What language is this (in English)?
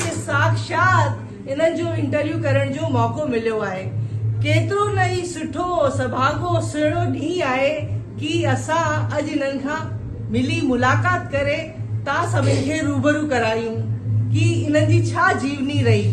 Sindhi